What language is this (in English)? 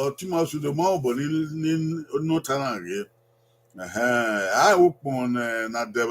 Bini